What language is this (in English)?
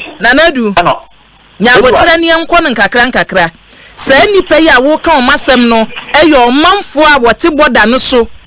Akan